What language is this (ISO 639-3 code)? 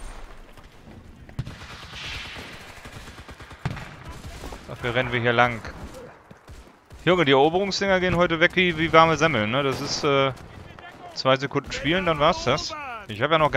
deu